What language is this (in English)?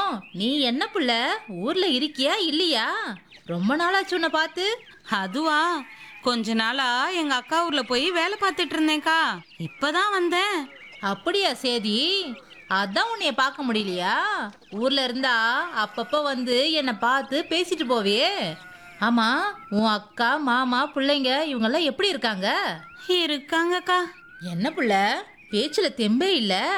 Tamil